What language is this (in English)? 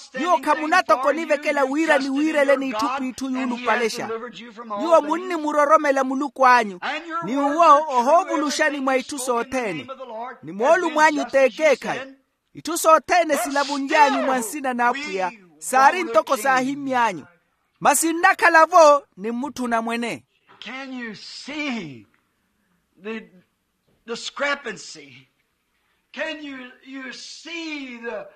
Makhuwa